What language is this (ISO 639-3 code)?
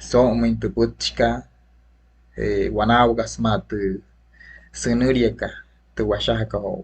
guc